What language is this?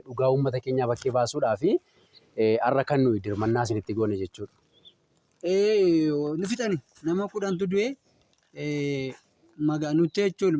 Oromo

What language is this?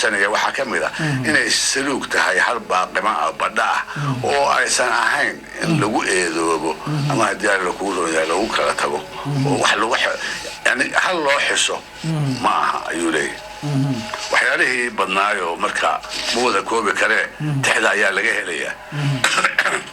Somali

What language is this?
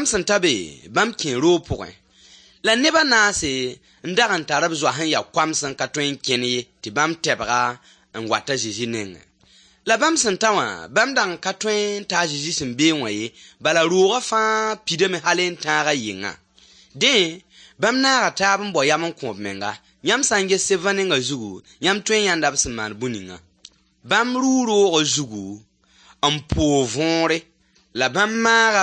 Mossi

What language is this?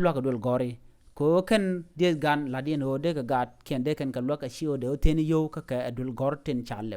Nuer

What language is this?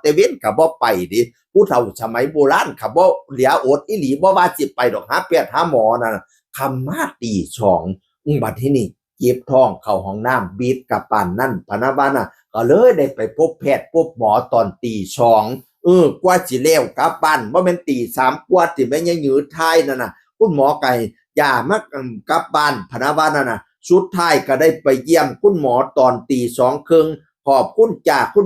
Northeastern Thai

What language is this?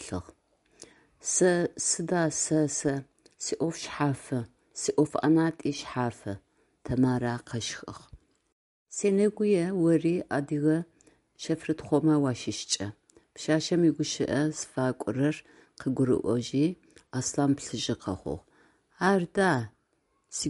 Adyghe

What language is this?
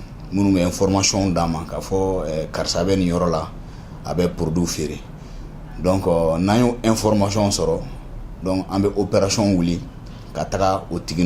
Bambara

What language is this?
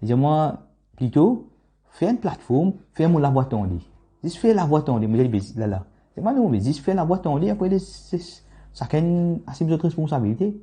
Morisyen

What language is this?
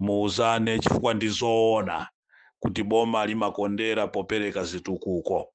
Nyanja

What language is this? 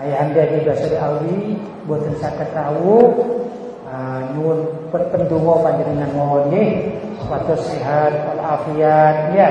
Javanese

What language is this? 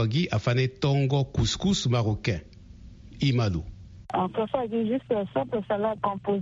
Sango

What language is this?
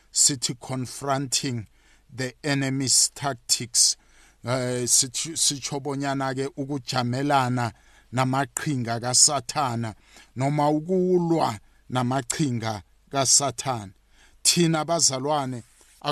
South Ndebele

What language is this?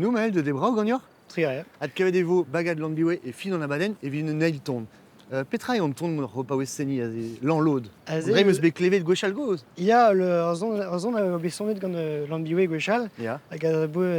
Breton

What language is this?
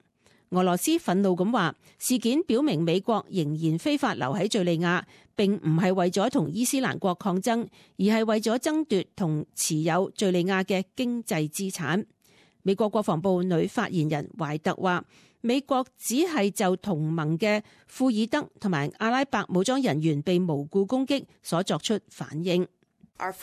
Cantonese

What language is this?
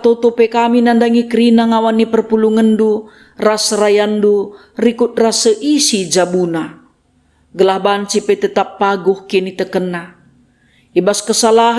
Batak Karo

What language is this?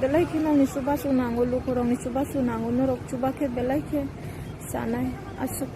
Kok Borok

